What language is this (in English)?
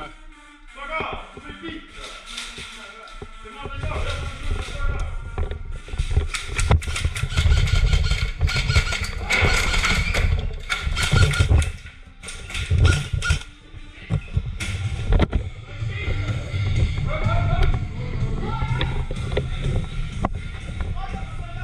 Estonian